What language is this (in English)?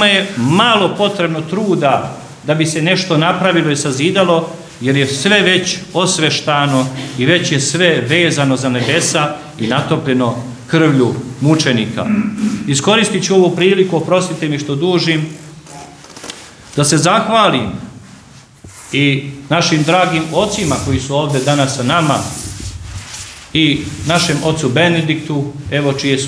Serbian